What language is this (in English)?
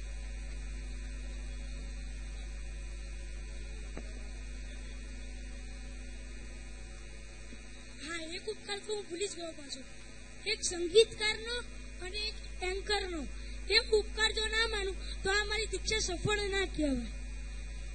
Gujarati